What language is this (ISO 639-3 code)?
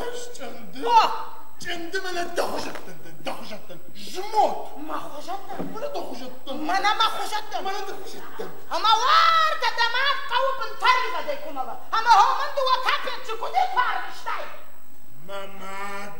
oss